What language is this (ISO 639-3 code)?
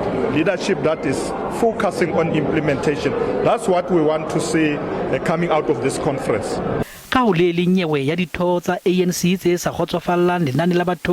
sot